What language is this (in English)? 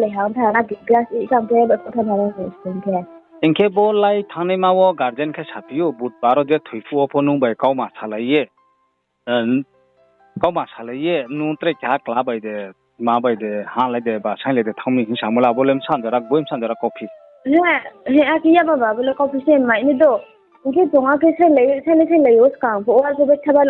Riang (India)